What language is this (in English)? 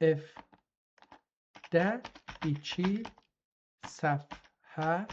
South Azerbaijani